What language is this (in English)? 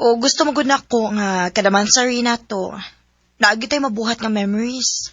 Cebuano